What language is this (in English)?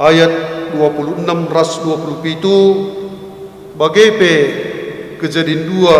Batak Karo